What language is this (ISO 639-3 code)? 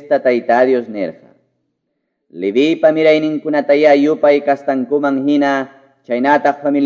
que